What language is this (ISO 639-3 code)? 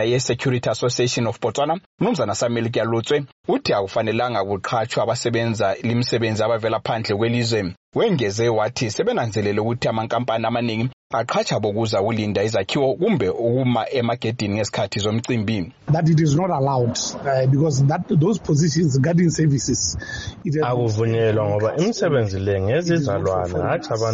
nde